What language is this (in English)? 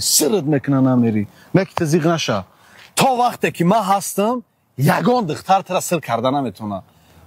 Tajik